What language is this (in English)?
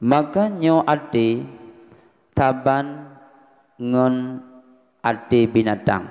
Achinese